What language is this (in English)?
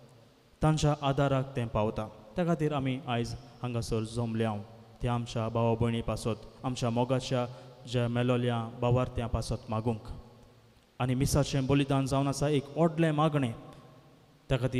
Konkani